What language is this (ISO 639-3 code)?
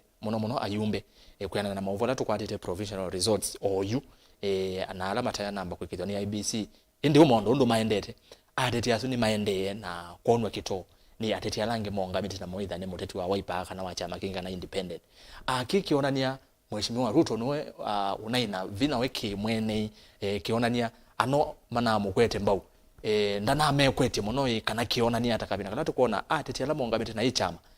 kam